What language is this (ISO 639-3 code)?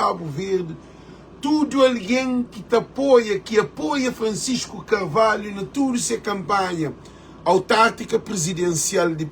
kea